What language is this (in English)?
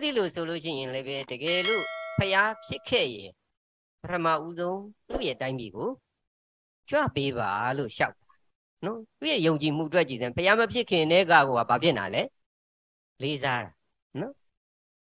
Burmese